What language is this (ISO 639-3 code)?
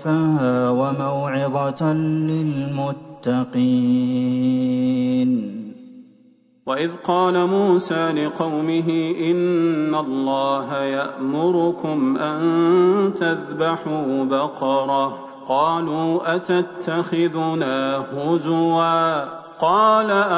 ara